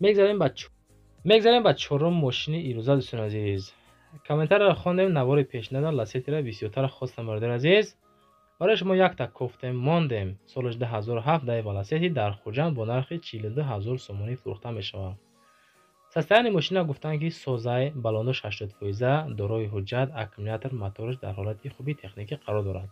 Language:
Tajik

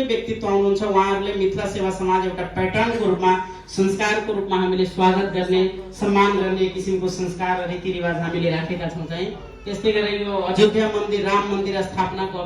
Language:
Nepali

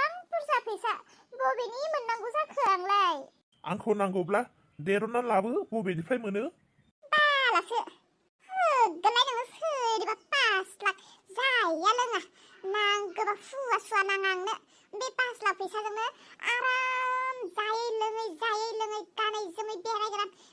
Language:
Bodo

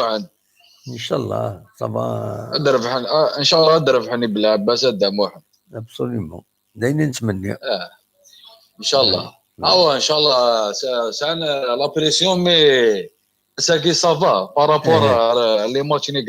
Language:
Kabyle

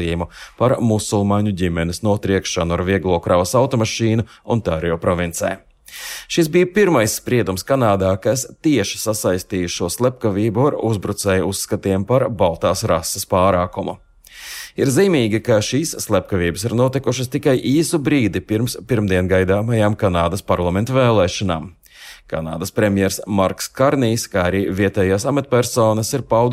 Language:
Latvian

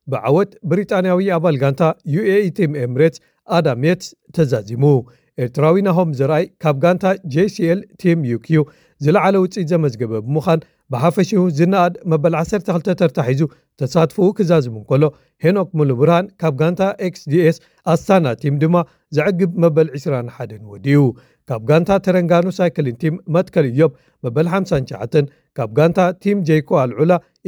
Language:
Tigrinya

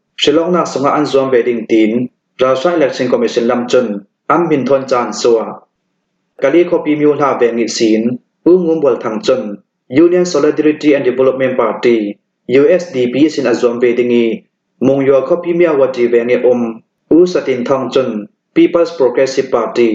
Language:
Hakha Chin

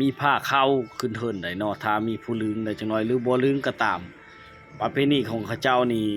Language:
Lao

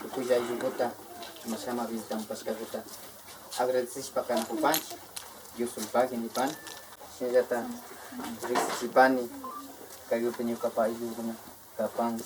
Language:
Imbabura Highland Quichua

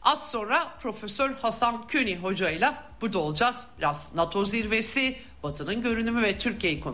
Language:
Turkish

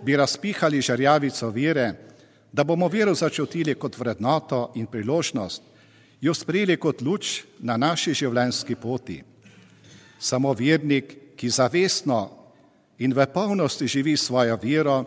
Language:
Slovenian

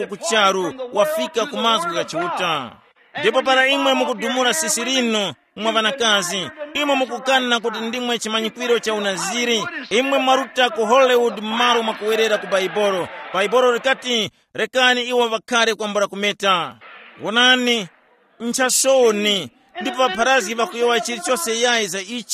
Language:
Tumbuka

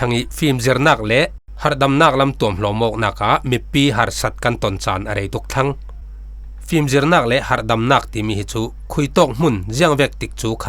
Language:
Falam Chin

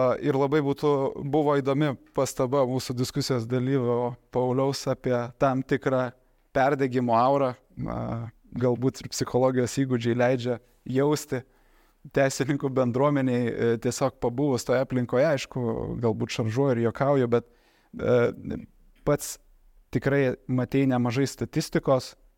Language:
Lithuanian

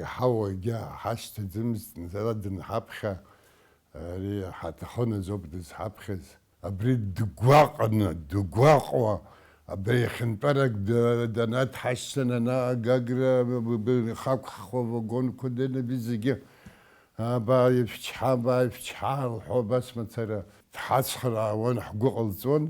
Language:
Abkhazian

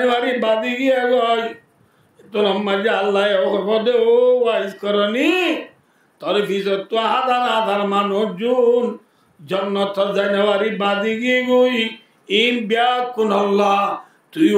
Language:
Rohingya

